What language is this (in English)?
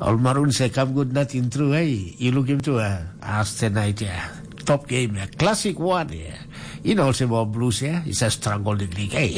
Tok Pisin